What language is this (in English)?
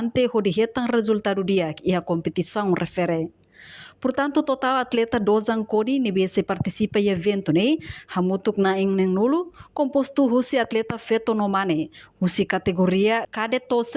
Tetum